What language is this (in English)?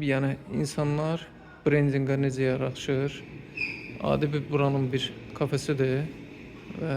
Azerbaijani